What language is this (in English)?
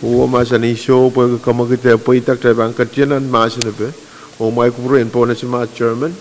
Pohnpeian